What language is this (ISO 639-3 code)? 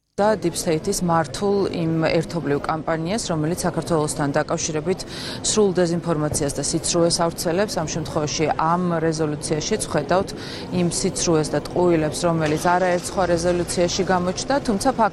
kat